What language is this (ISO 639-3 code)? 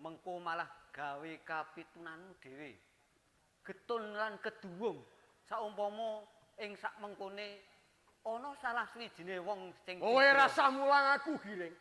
jav